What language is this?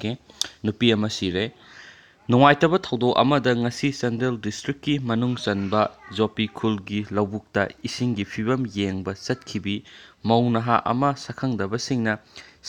Manipuri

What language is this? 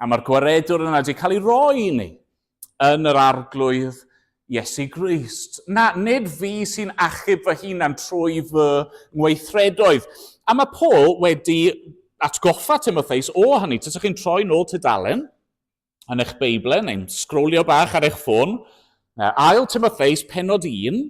Welsh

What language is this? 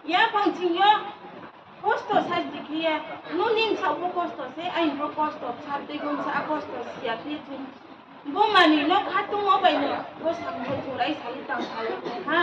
Riang (India)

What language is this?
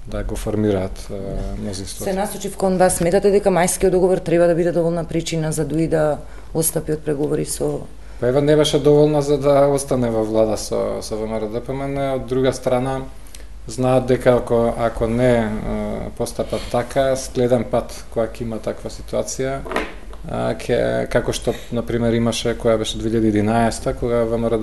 Macedonian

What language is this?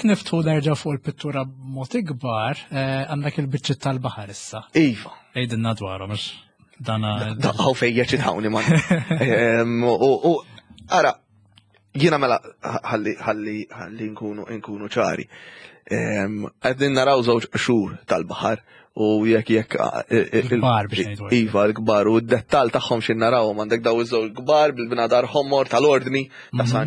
Maltese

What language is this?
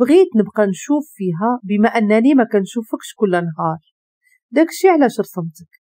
Moroccan Arabic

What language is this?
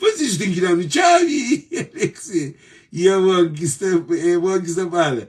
Kabuverdianu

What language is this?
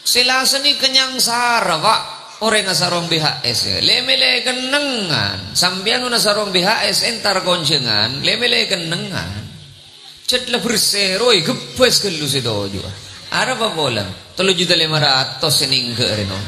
Madurese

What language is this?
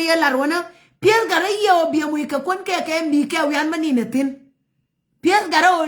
Nuer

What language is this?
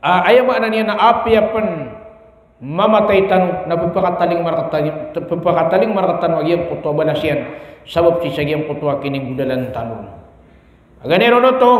Maranao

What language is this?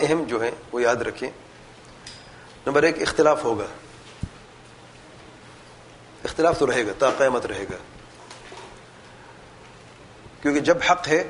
Urdu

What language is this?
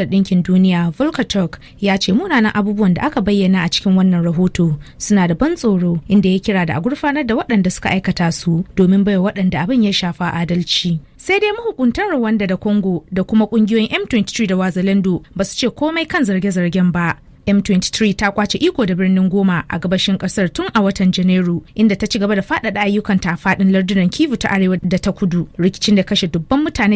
Hausa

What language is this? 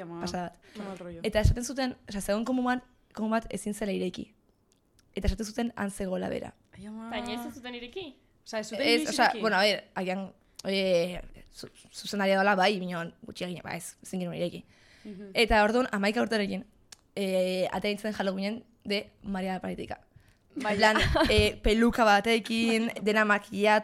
Basque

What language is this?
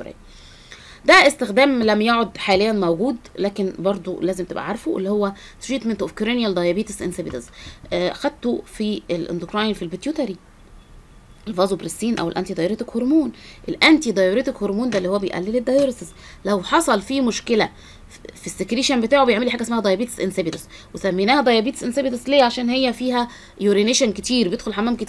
Egyptian Arabic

